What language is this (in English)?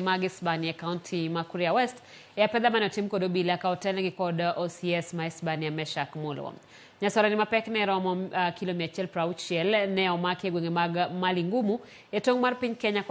Luo (Kenya and Tanzania)